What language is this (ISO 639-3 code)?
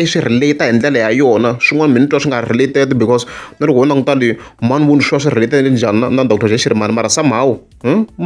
tso